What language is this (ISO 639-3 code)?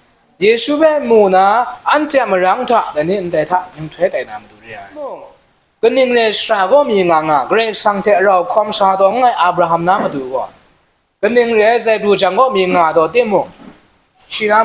kac